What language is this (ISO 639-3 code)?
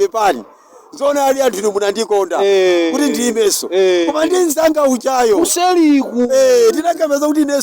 nya